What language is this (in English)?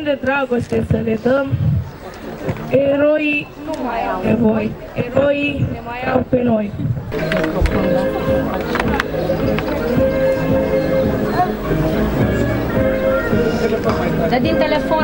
Romanian